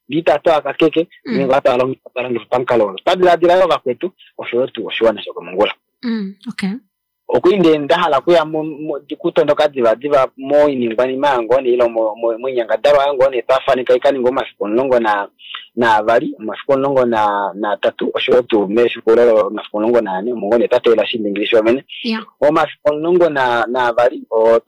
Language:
Kuanyama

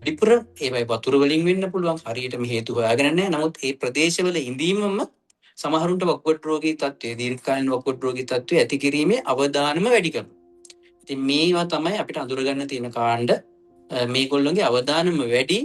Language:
Sinhala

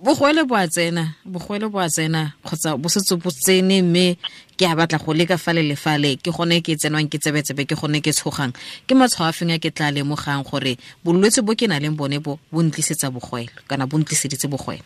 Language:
Tswana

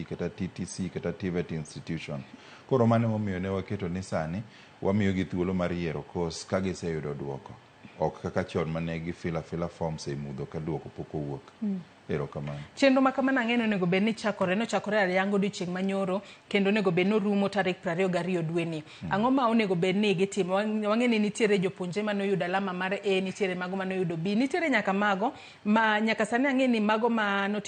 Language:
Luo (Kenya and Tanzania)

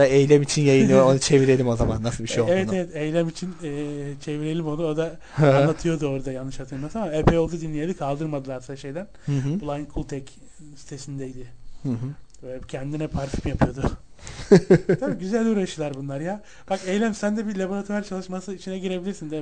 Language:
Turkish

